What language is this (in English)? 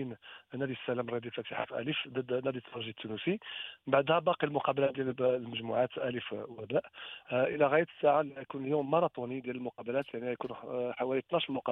Moroccan Arabic